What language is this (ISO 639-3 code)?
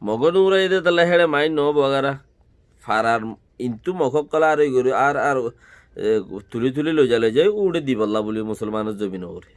rhg